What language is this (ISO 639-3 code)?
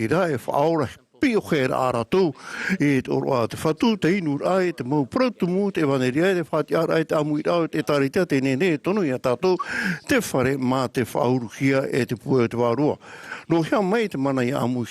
tah